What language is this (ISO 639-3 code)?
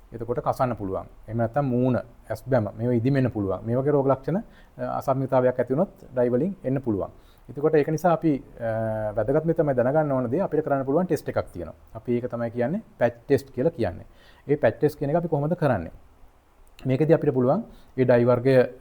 sin